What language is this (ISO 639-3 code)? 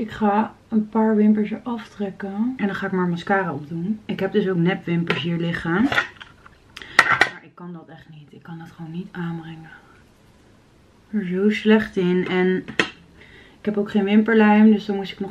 nld